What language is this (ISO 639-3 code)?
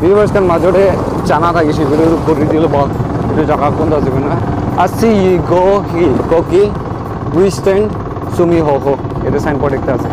nag